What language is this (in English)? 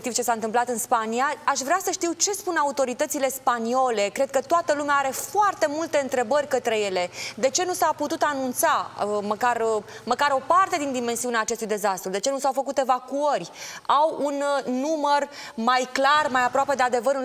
Romanian